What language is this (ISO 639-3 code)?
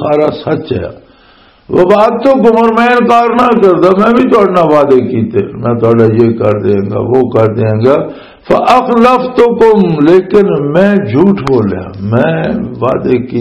lah